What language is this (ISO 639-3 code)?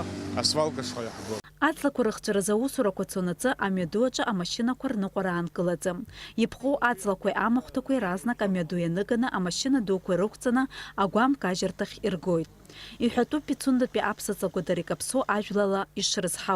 abk